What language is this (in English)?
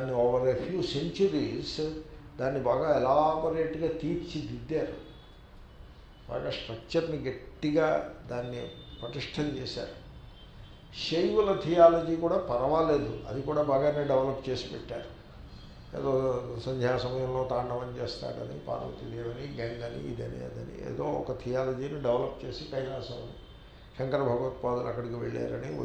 Telugu